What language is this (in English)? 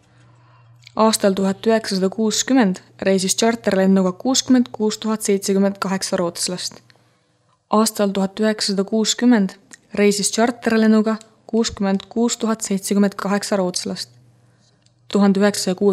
Estonian